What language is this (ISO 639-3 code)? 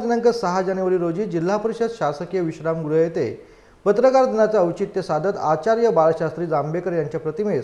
mar